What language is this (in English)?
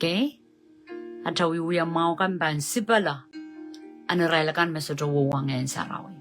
Pohnpeian